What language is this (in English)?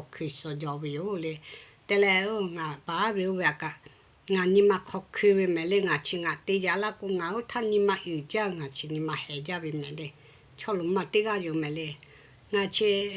Lahu